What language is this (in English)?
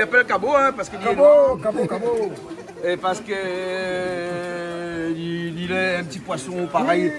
Réunion Creole French